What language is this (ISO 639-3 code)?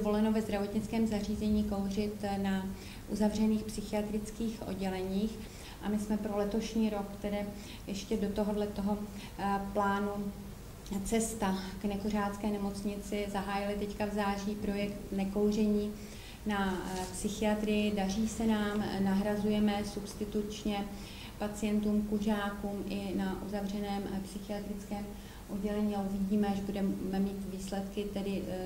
ces